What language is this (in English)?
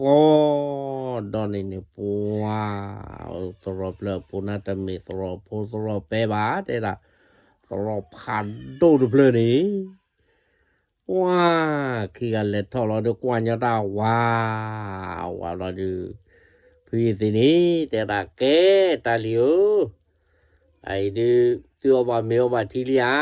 S'gaw Karen